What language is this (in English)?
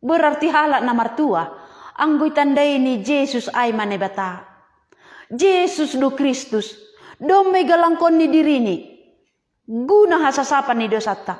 Batak Simalungun